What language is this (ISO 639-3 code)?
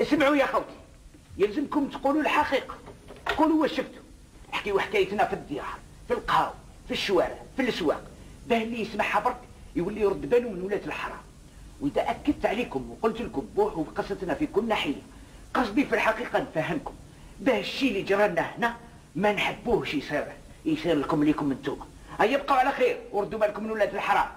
arq